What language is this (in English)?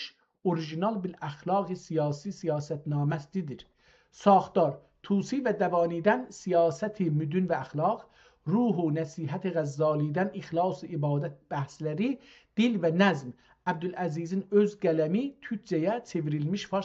South Azerbaijani